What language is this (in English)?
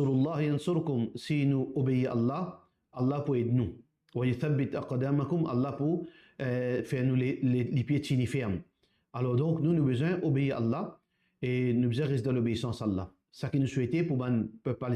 Morisyen